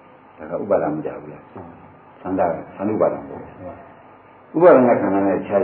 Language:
Burmese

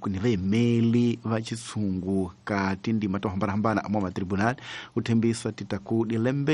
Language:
Tsonga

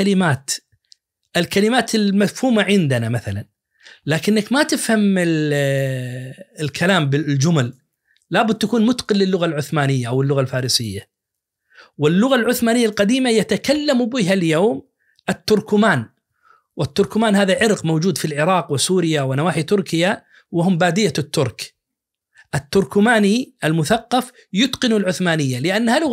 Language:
Najdi Arabic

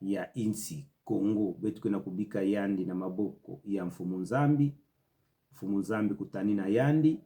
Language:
Kituba (Democratic Republic of Congo)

